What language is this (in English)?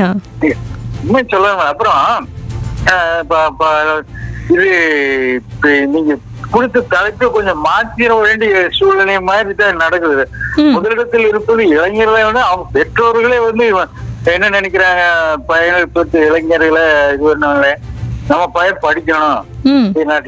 Tamil